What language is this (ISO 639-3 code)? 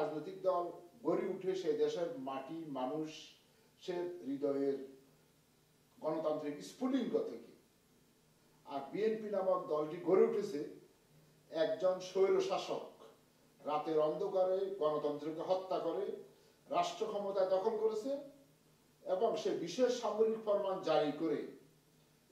ben